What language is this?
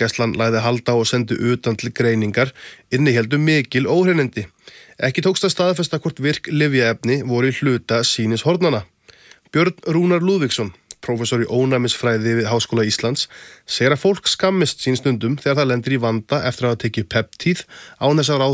Icelandic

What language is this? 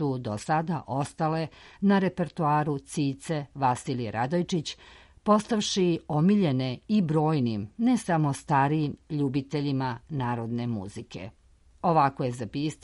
Serbian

